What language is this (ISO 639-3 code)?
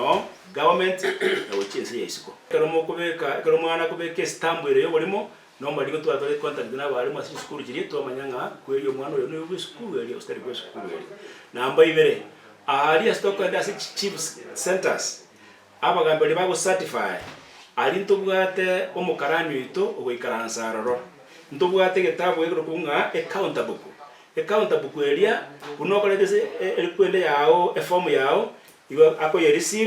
guz